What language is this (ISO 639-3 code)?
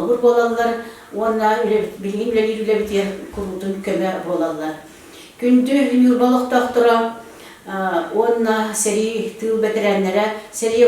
sah